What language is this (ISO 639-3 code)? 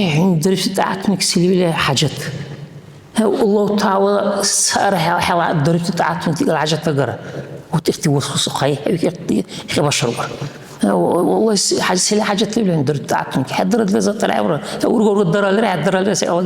dar